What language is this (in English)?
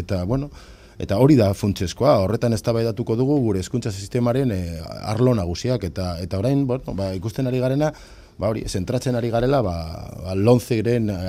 Basque